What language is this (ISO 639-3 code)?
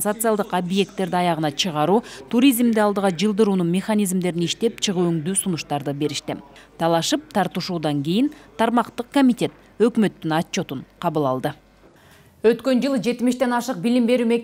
kir